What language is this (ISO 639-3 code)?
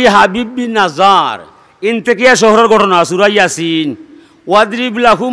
syl